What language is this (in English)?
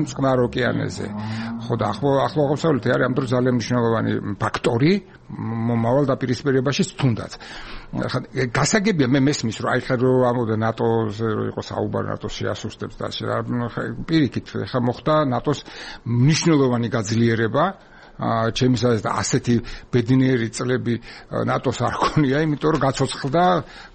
Georgian